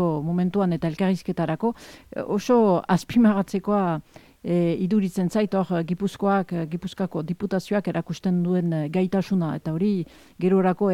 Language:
Basque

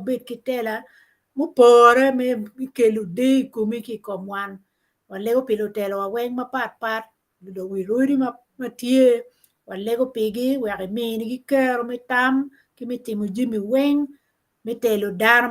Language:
Acoli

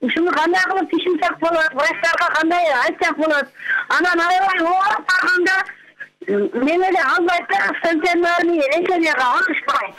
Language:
Kyrgyz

